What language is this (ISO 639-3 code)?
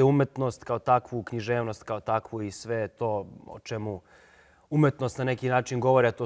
srp